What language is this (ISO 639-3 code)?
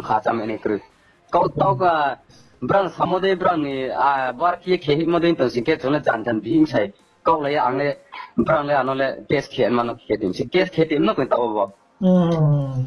ria